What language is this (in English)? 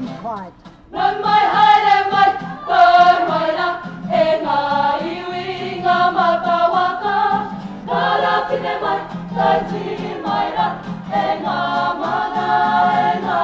Māori